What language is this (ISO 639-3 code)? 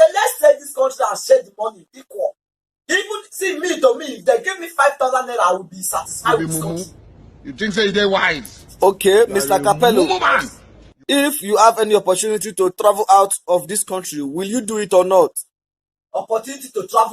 pcm